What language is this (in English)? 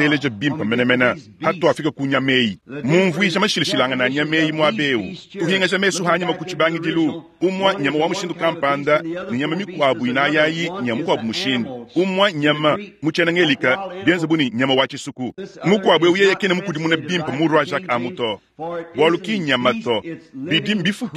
Luba-Lulua